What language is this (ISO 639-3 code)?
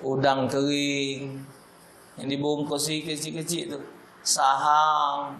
mui